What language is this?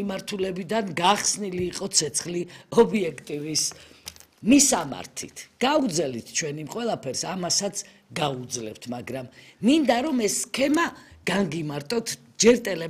Georgian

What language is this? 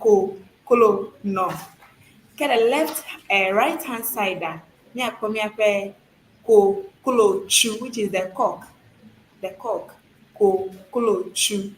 Ewe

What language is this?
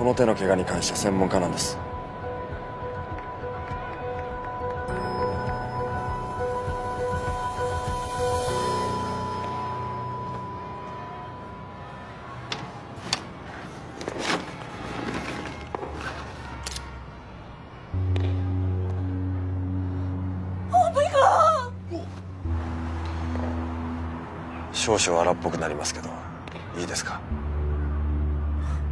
Japanese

